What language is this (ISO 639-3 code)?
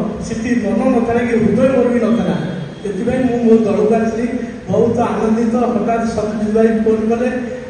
ori